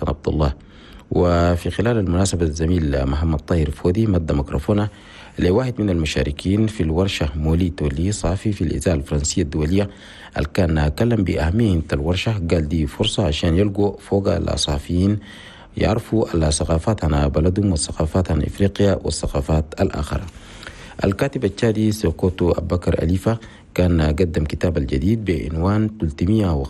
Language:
Chadian Arabic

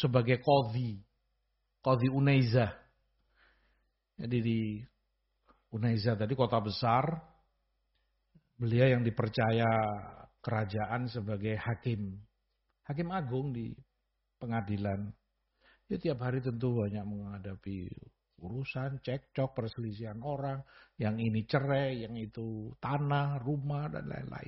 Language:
Indonesian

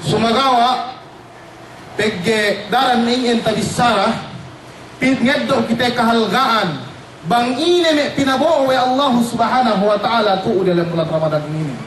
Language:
Yakan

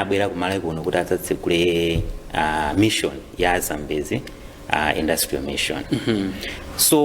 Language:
Nyanja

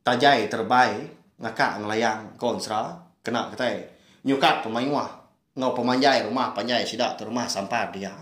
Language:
Iban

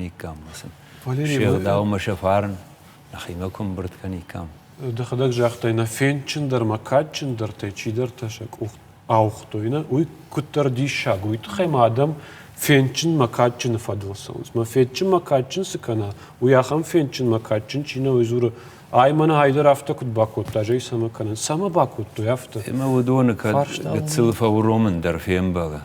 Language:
Ossetic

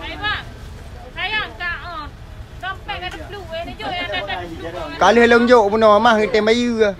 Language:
Achinese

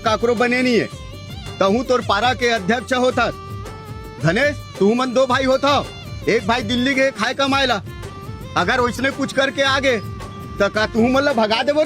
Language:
Chhattisgarhi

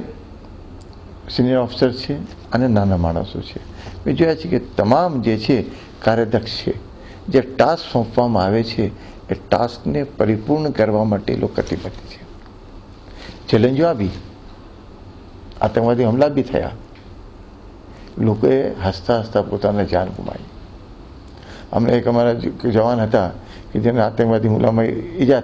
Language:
Gujarati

